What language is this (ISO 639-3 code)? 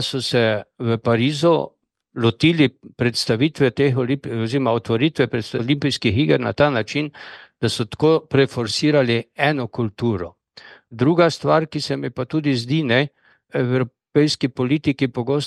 slv